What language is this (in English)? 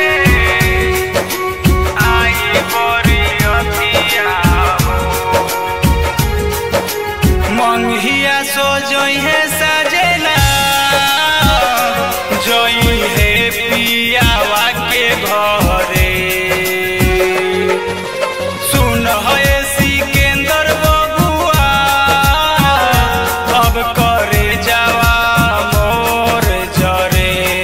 Bhojpuri